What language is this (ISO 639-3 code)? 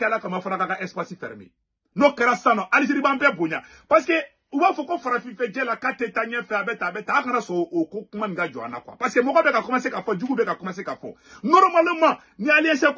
bam